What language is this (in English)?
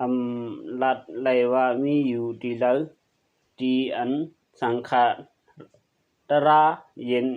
Shan